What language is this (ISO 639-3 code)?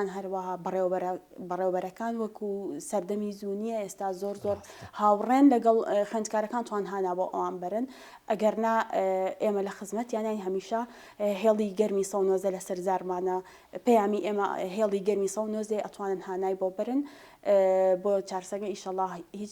ckb